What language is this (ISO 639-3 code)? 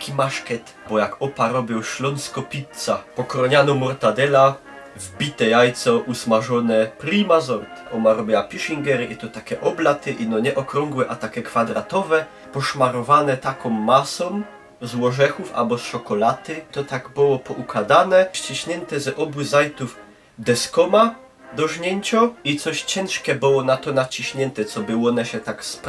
szl